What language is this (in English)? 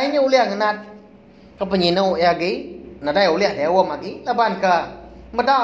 Iban